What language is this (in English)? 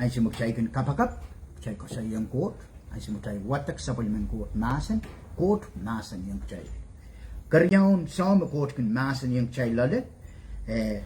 Pohnpeian